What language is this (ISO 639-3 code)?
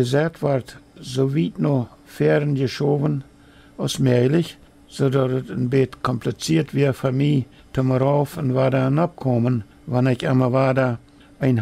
pdt